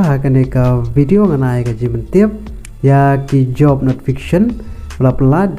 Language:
Khasi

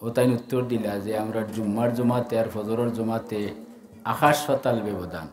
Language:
Sylheti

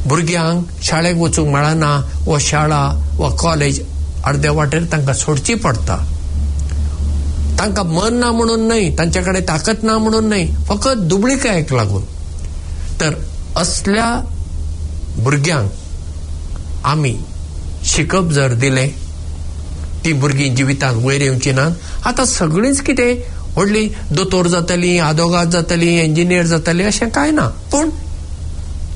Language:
Konkani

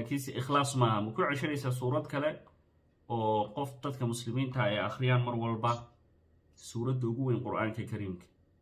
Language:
Somali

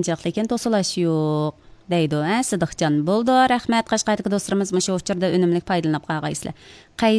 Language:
Uyghur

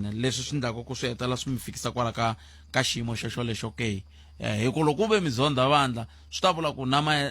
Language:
Tsonga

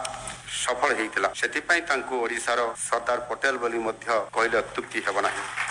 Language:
Odia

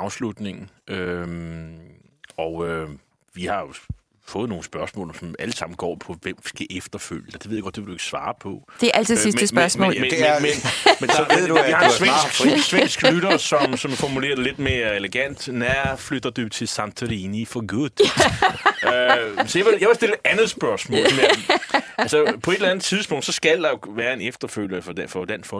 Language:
Danish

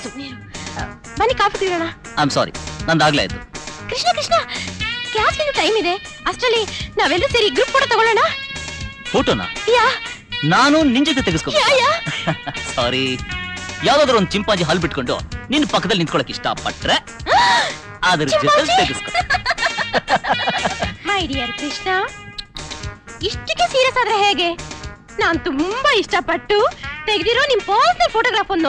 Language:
Kannada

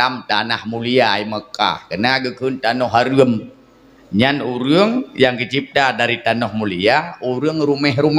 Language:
Achinese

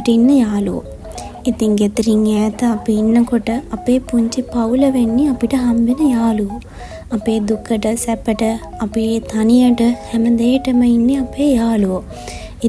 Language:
Sinhala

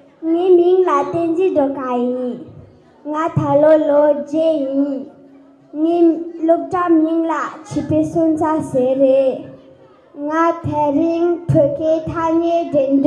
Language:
Tibetan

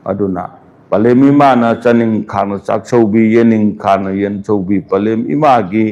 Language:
Manipuri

